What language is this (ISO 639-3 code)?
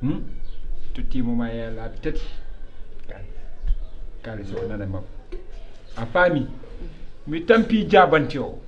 ful